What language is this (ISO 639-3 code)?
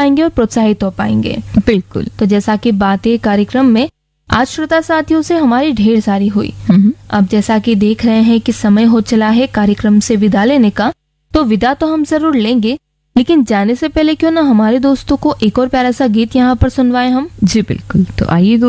hin